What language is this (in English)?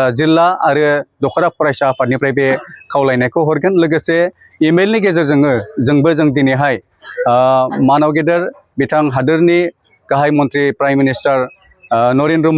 Bodo